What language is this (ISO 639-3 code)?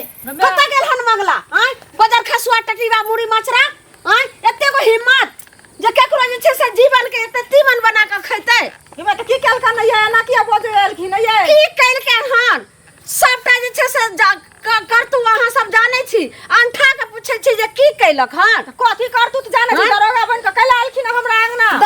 mai